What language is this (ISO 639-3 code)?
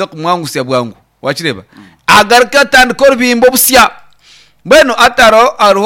nyn